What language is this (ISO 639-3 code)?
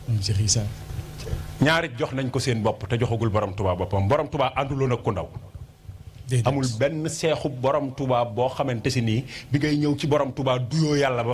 wol